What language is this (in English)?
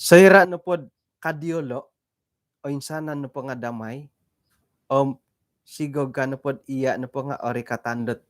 Central Dusun